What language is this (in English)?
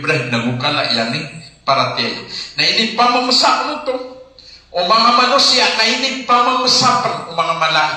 Maranao